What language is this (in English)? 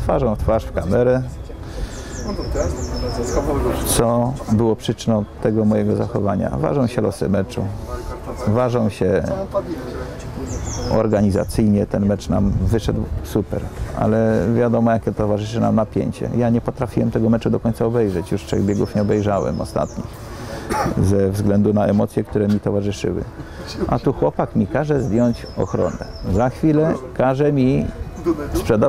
Polish